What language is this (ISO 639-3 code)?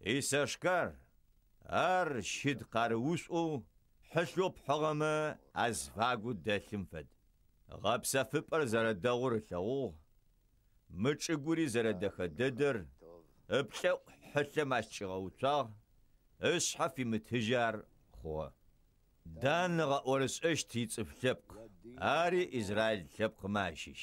ady